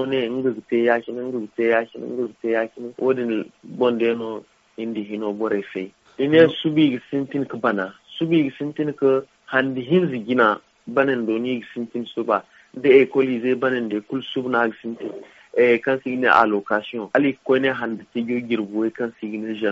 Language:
Zarma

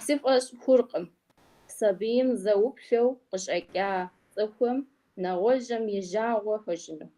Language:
Kabardian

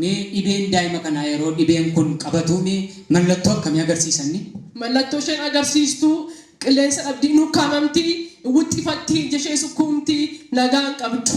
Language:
Oromo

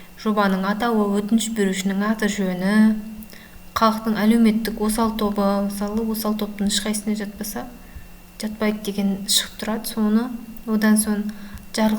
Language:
Kazakh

